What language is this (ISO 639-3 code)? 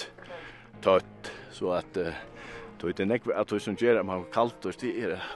fao